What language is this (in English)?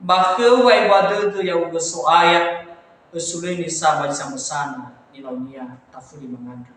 Nias